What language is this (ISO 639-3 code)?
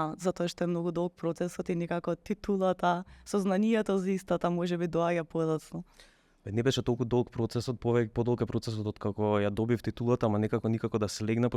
mkd